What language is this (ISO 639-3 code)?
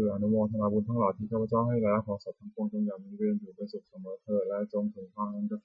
pli